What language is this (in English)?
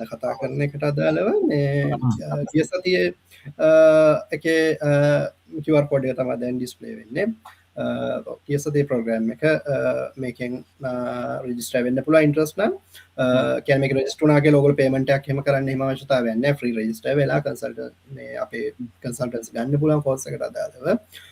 Sinhala